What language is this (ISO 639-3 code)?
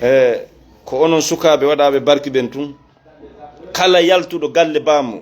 ful